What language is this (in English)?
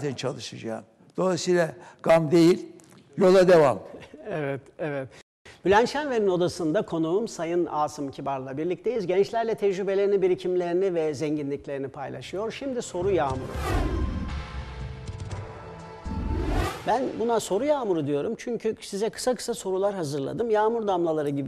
Turkish